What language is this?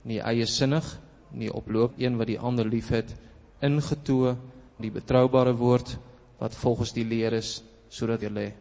Afrikaans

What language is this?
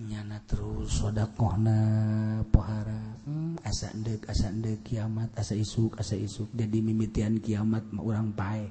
Sundanese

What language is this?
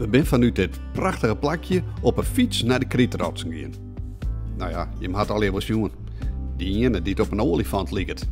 Western Frisian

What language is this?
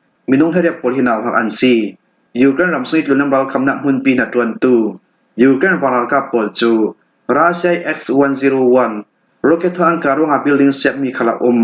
Falam Chin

